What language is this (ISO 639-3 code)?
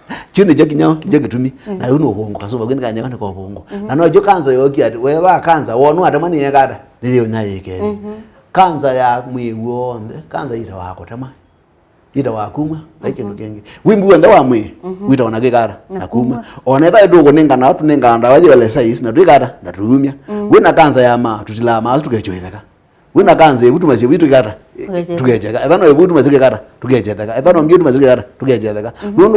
kam